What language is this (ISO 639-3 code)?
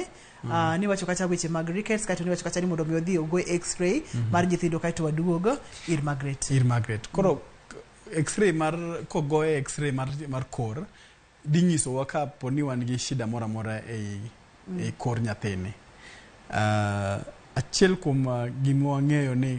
luo